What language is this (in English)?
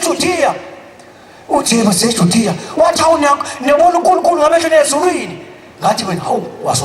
Zulu